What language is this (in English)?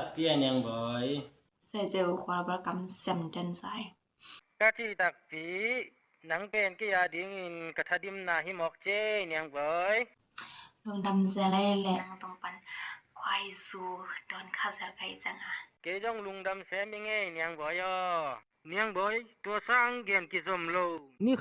Tedim Chin